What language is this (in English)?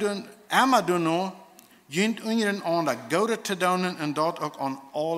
Plautdietsch